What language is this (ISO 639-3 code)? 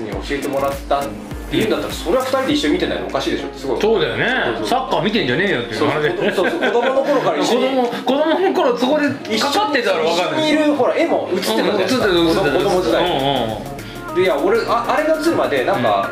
jpn